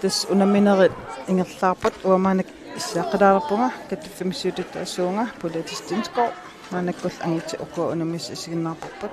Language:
Kalaallisut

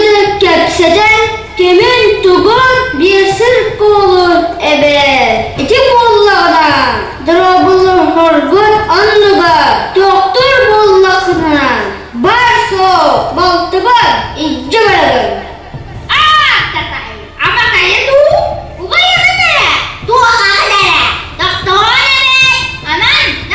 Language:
Yakut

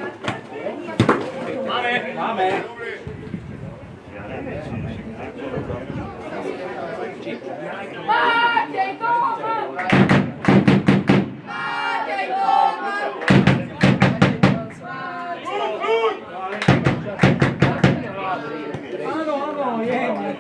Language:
Slovak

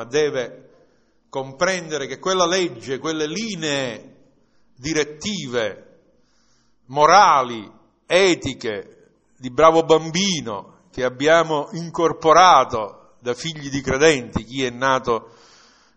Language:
Italian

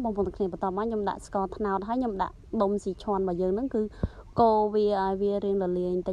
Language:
Khmer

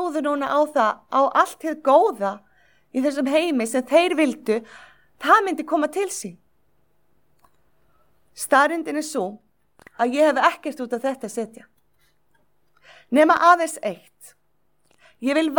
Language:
Icelandic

